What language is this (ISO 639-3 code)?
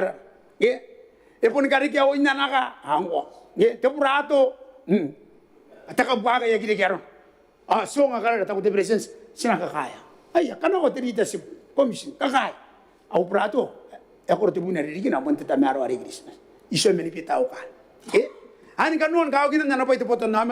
gil